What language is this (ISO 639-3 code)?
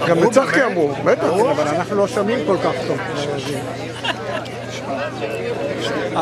heb